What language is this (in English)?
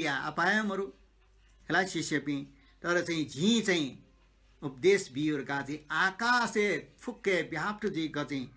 Newari